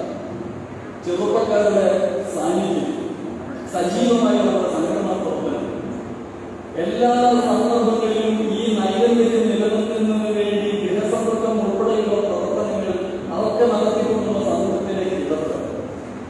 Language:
Malayalam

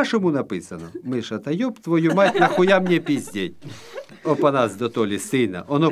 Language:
Ukrainian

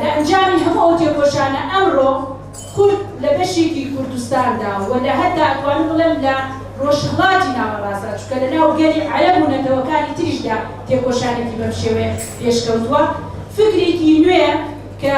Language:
Central Kurdish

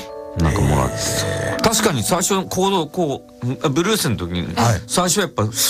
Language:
Japanese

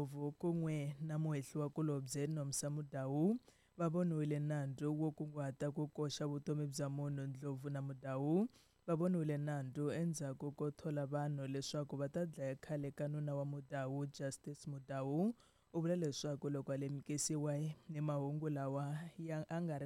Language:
Tsonga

